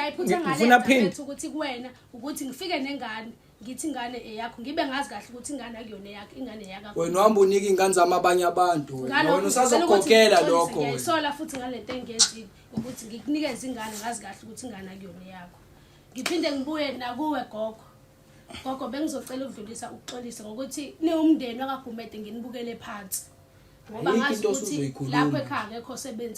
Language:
Zulu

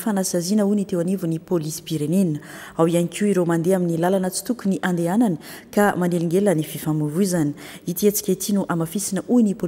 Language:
Malagasy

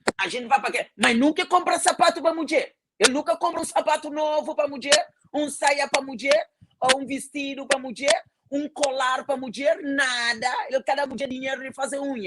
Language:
Kabuverdianu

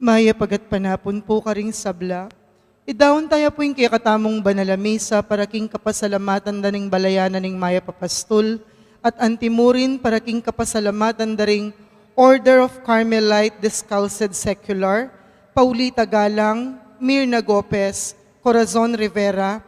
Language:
Pampanga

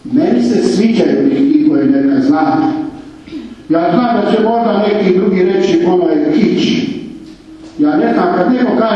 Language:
Croatian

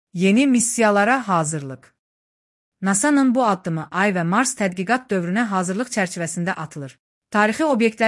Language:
Azerbaijani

